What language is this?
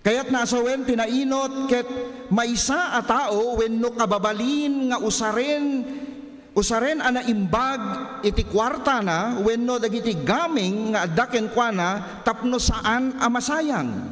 Iloko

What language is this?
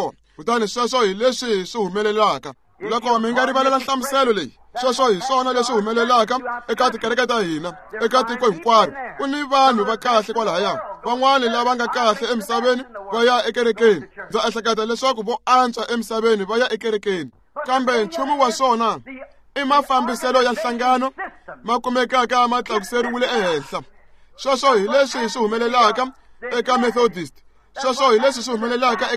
Tsonga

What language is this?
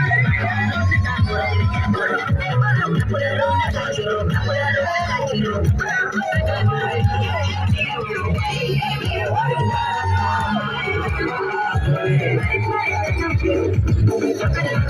Fula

